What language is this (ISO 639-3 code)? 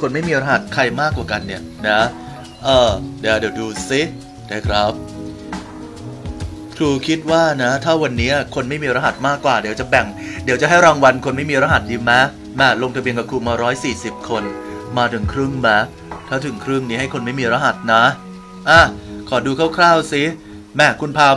tha